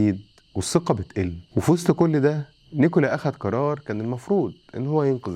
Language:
Egyptian Arabic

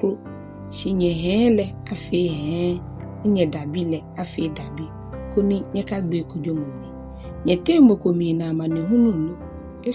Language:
Ga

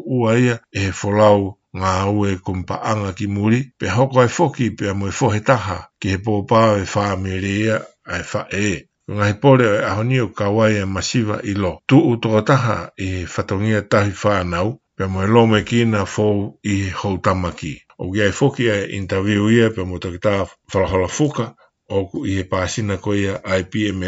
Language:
Tongan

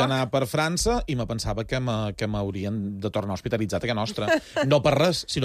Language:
Catalan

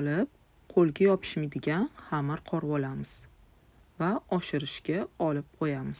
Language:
Uzbek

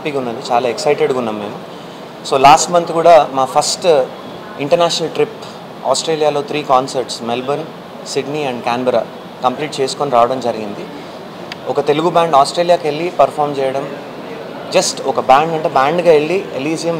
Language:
Telugu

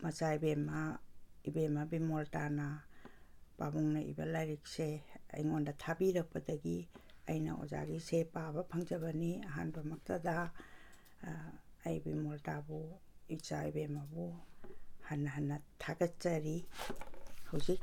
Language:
Manipuri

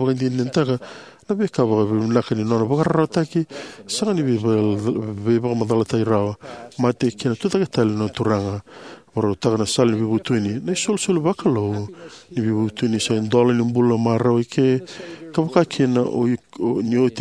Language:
Fijian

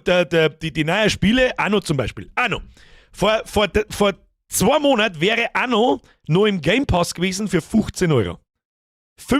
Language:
Bavarian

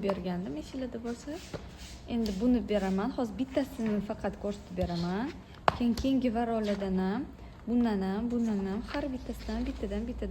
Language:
Uzbek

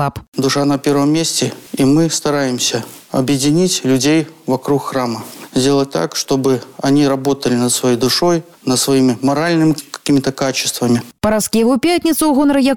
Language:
Belarusian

